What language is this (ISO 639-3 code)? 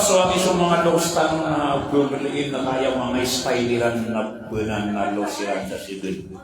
mrw